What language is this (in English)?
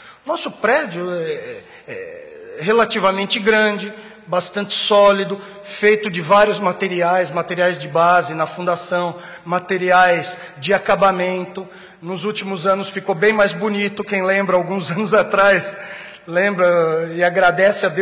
Portuguese